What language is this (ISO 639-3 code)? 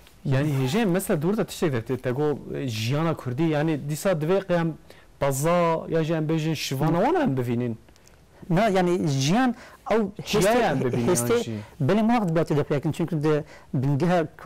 kur